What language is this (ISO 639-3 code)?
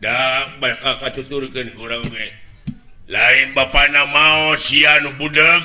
sun